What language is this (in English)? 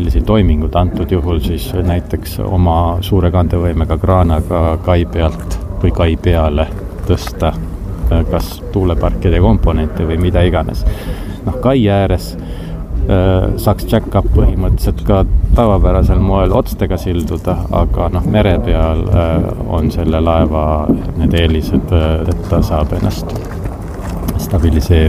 Estonian